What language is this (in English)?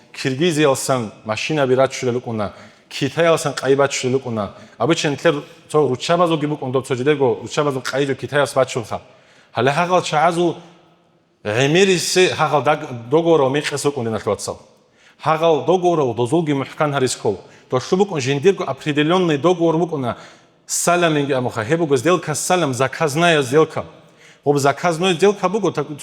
Avaric